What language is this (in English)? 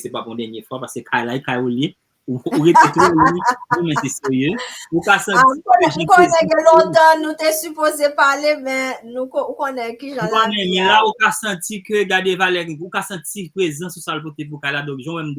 Haitian Creole